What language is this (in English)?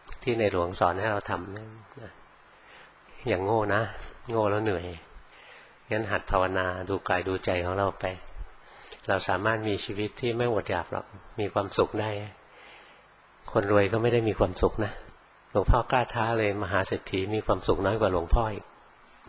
Thai